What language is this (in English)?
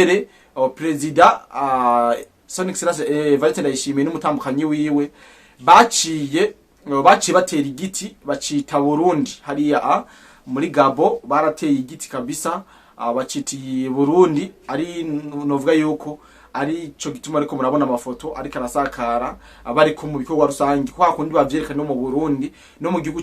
Rundi